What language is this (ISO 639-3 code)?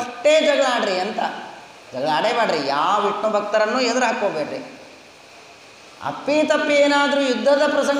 kan